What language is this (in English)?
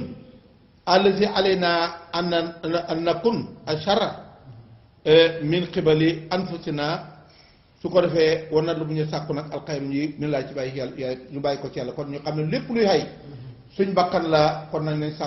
Wolof